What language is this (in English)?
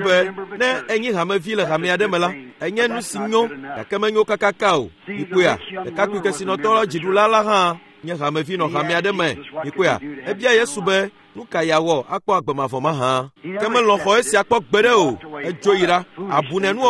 Ewe